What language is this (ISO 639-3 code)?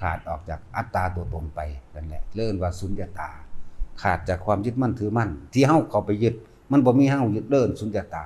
lao